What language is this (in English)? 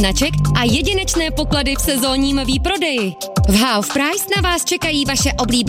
Czech